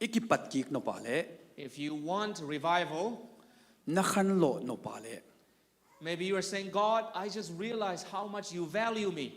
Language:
Tedim Chin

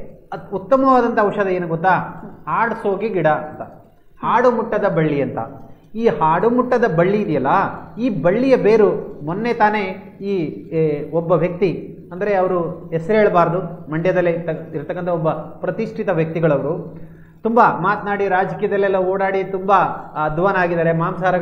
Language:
Kannada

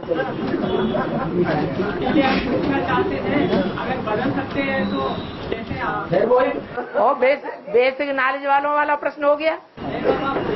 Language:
Hindi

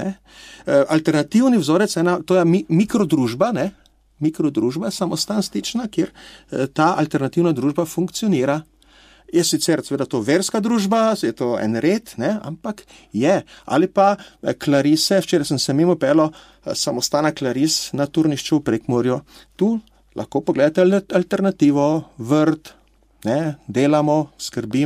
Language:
Slovenian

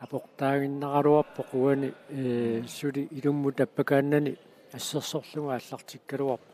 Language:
Kalaallisut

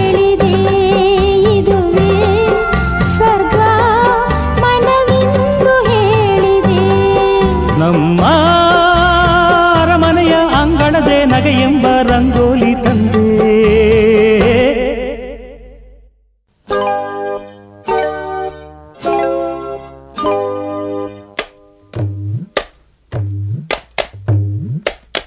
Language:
Kannada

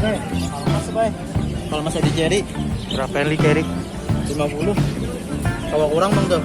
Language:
Banjar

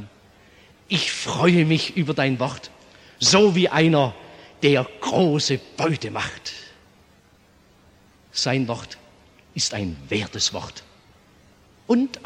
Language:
German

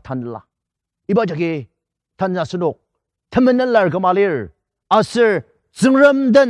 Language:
Ao Naga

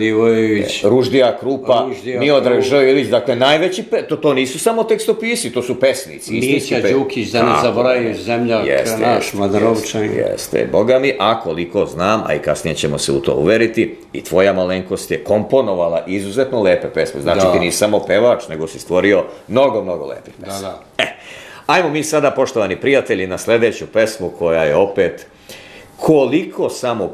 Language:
Serbian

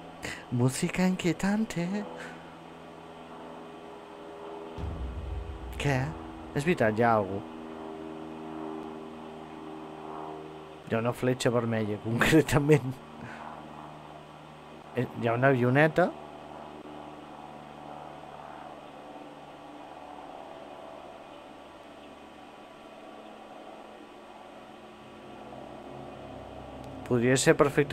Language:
Catalan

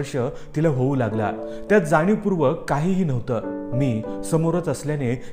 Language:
Marathi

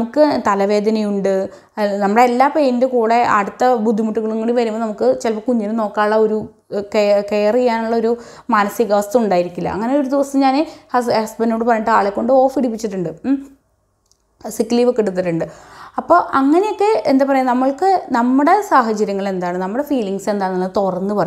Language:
Malayalam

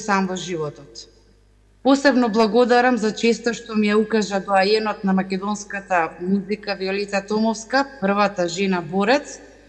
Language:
Macedonian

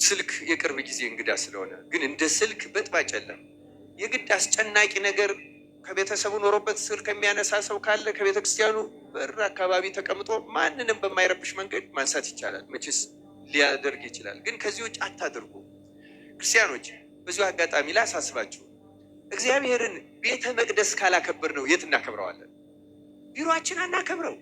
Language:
Amharic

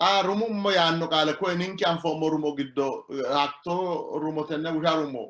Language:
Sidamo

